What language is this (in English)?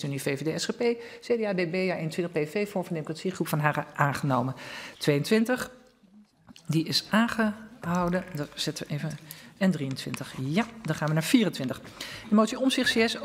Dutch